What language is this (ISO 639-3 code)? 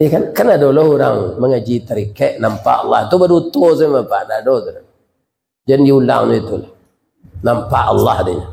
min